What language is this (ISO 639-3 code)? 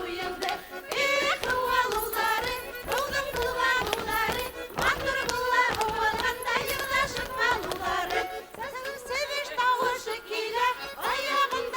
bak